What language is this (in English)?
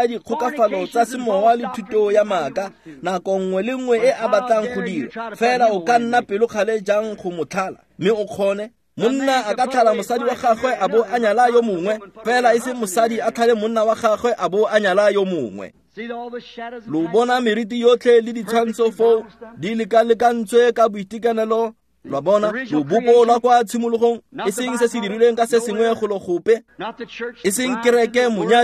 Tswana